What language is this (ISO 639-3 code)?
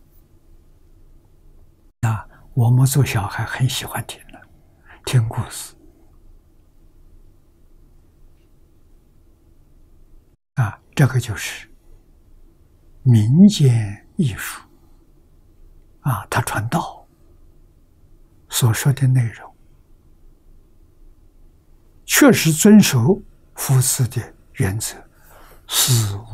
zho